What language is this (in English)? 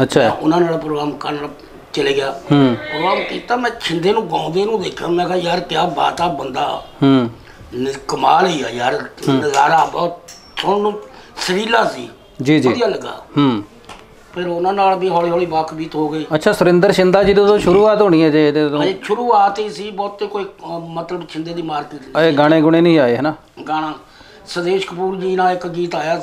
Punjabi